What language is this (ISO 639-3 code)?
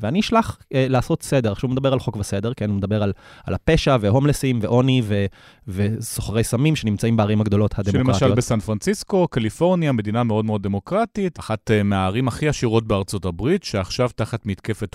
heb